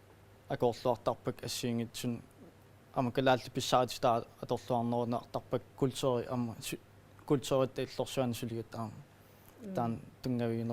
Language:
Kalaallisut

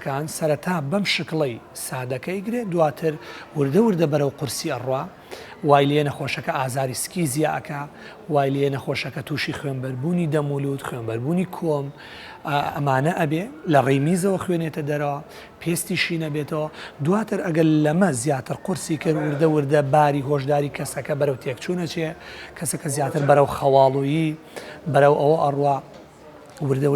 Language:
Central Kurdish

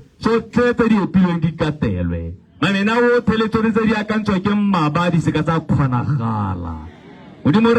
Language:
Tswana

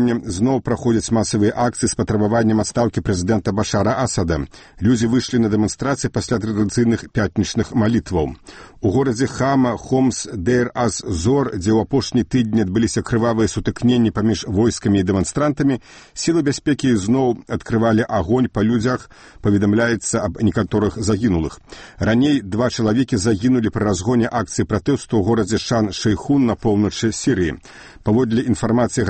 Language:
Belarusian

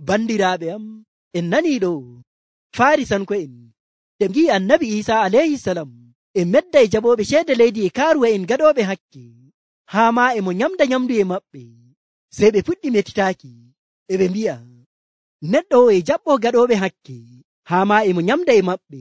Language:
Nigerian Fulfulde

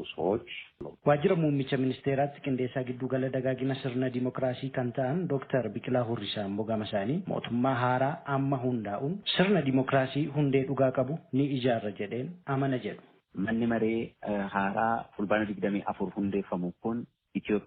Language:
Oromo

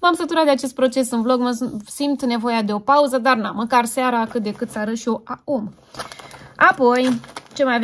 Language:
Romanian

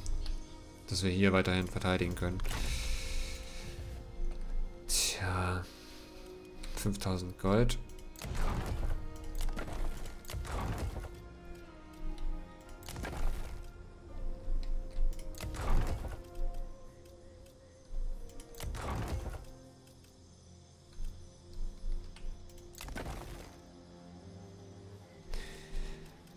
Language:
German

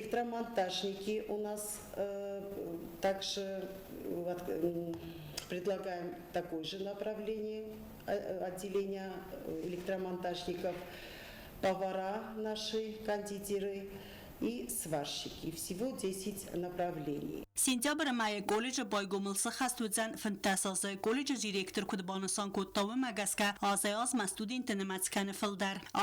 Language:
Ossetic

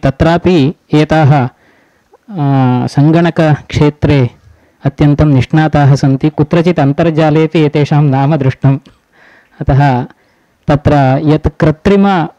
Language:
Sanskrit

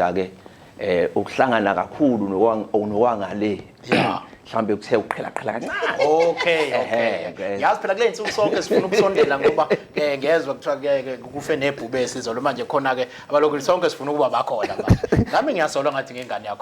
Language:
Zulu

